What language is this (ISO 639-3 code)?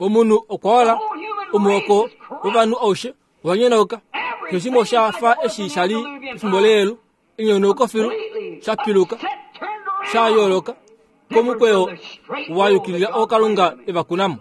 kua